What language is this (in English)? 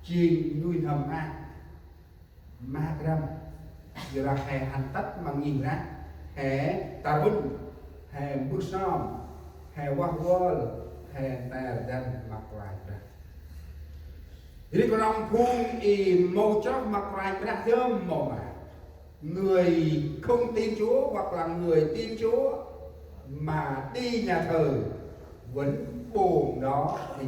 Central Mnong